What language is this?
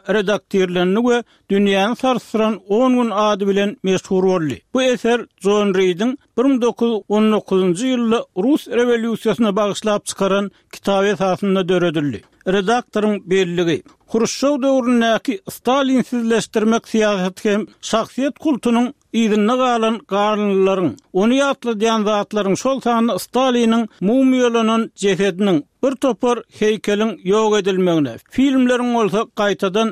Turkmen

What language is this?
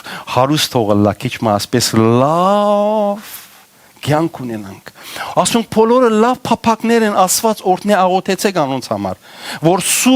Western Armenian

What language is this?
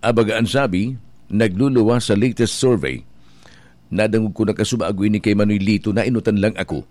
Bikol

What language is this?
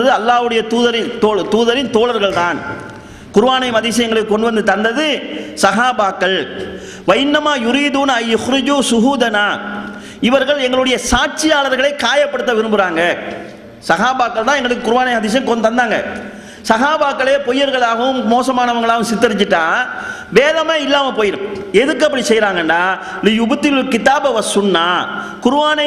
Tamil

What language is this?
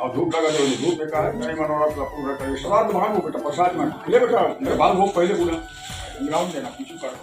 Chhattisgarhi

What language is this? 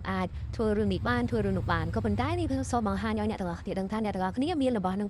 Khmer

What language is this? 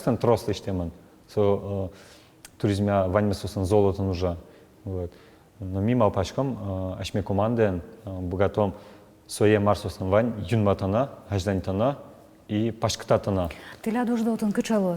Udmurt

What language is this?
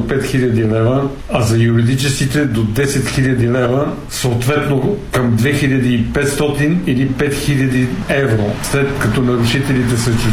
Bulgarian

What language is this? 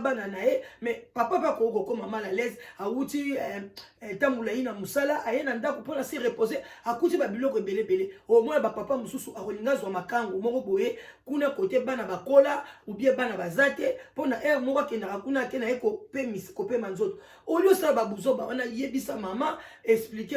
Lingala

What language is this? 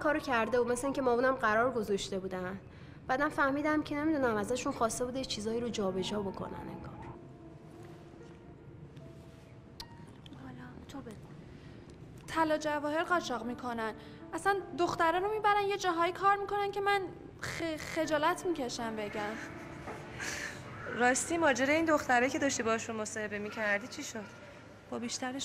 Persian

